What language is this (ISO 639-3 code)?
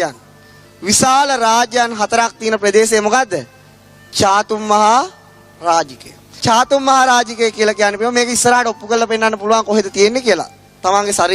sin